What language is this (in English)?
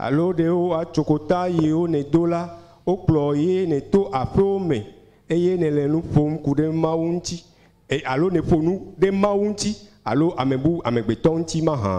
Ewe